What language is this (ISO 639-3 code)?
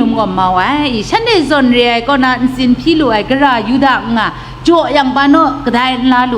kac